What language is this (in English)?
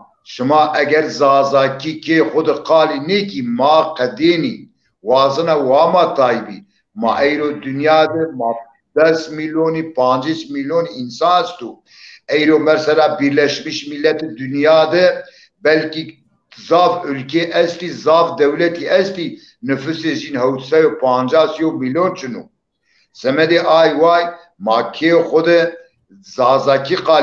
Zaza